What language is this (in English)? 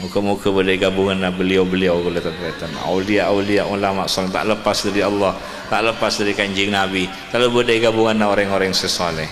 Madurese